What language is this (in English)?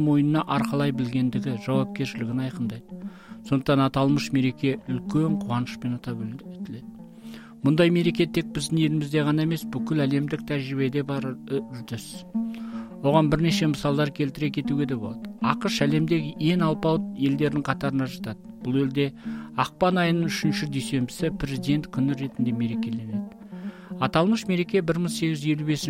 Kazakh